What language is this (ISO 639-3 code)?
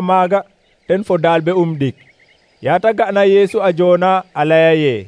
srr